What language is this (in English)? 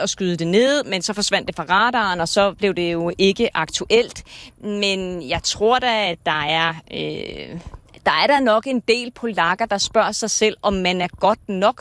Danish